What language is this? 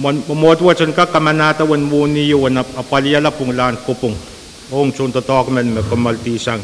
Pohnpeian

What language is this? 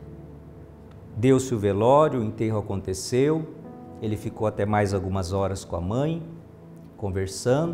Portuguese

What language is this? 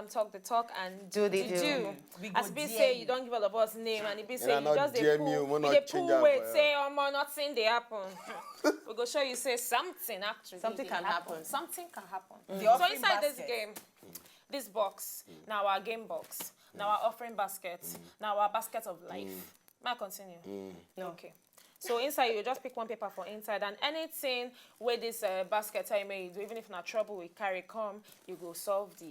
Nigerian Pidgin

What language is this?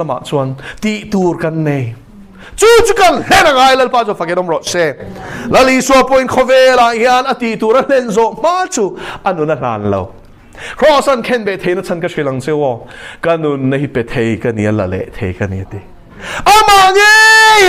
Mizo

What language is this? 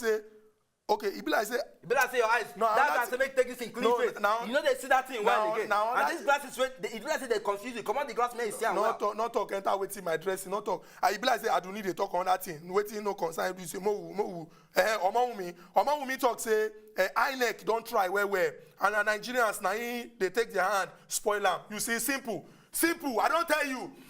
Nigerian Pidgin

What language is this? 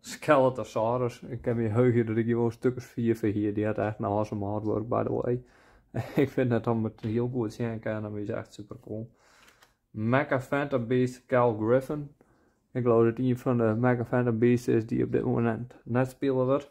Western Frisian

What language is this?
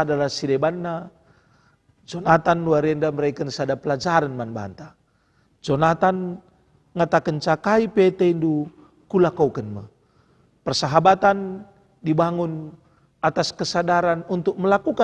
Batak Karo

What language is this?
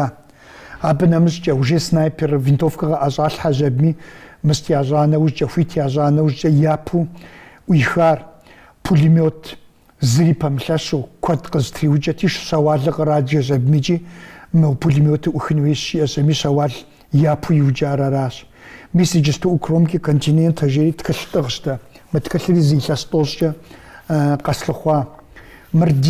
Kabardian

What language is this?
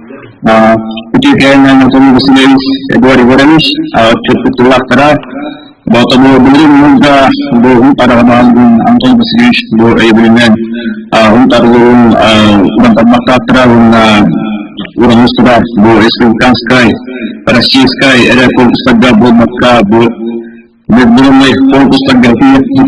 Yakut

